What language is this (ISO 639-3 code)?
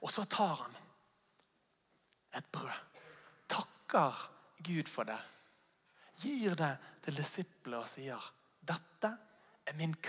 nor